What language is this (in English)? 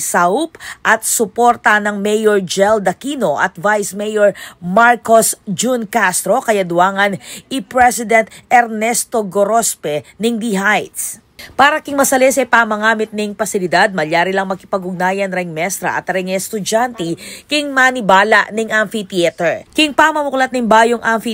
Pampanga